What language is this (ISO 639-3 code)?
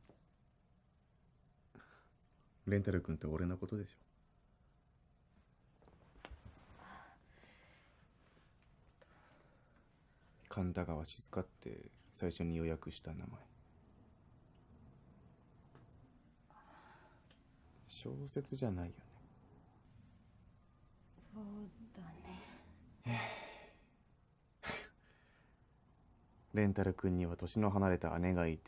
jpn